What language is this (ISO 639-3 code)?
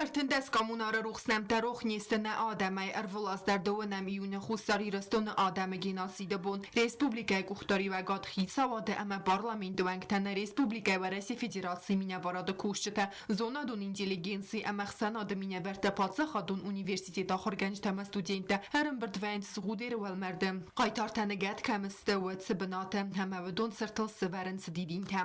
oss